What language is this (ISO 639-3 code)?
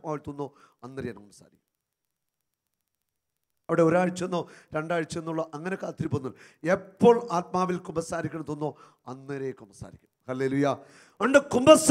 mal